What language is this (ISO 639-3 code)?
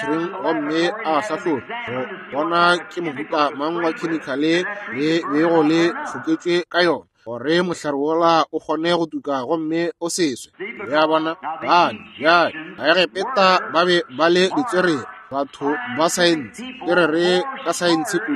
nso